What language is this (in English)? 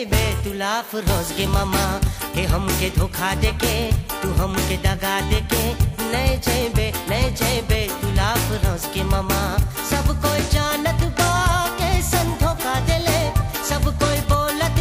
Bhojpuri